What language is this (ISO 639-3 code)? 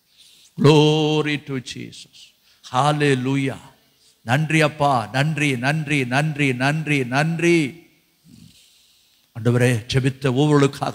tam